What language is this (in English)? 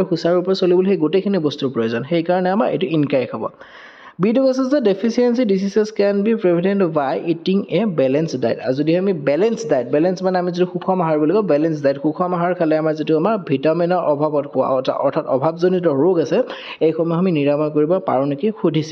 Assamese